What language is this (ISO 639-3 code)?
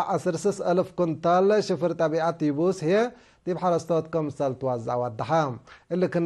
tig